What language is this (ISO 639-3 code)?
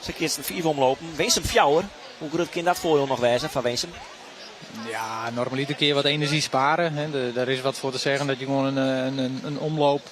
fry